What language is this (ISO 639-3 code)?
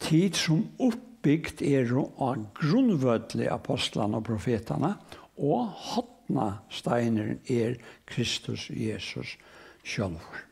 fao